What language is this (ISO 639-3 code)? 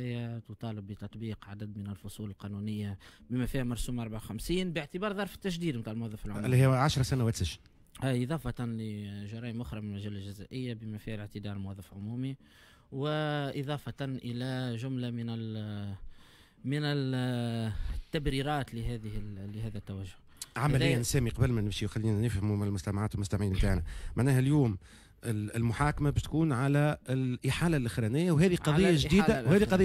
aeb